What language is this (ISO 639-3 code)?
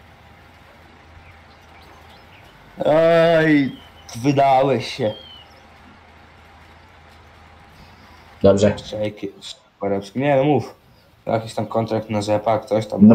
pol